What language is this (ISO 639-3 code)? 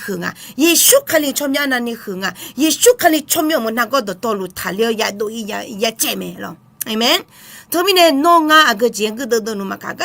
ahk